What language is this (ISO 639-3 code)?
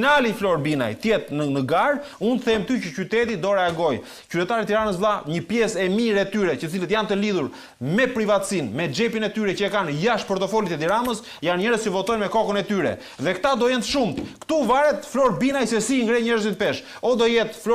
sqi